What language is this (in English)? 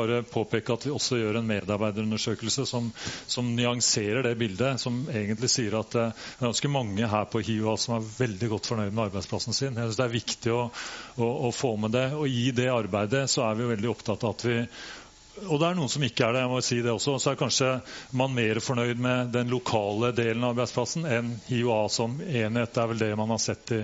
Norwegian